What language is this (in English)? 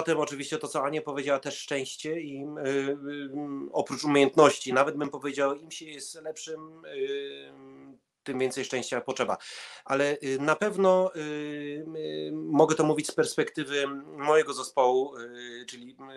Polish